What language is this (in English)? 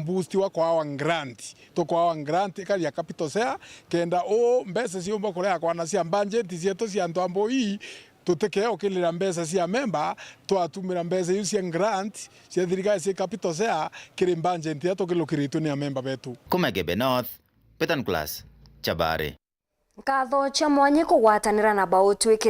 Meru